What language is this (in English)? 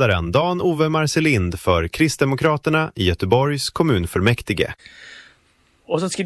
Swedish